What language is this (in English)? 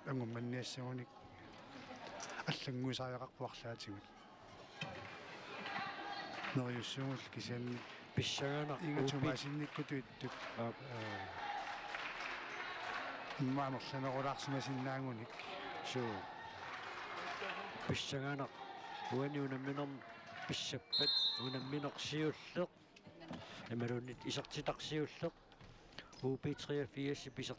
Kalaallisut